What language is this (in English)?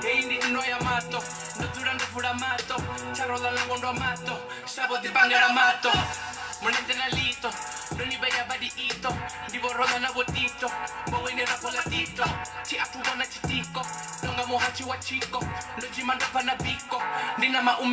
Venda